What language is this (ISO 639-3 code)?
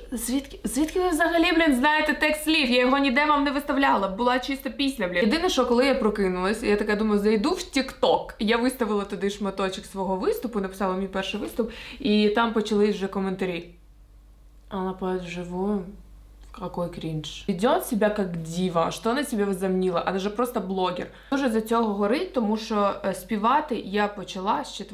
ukr